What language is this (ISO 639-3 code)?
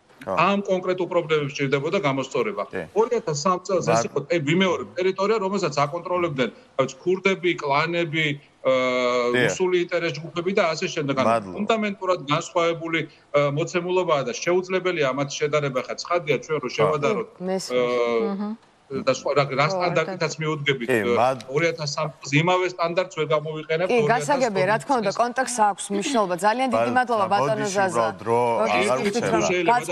kat